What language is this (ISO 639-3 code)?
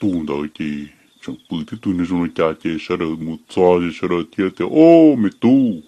hmn